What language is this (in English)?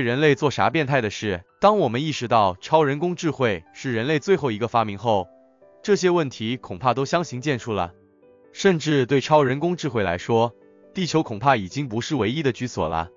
Chinese